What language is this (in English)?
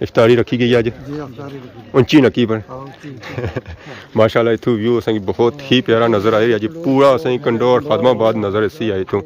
Pahari-Potwari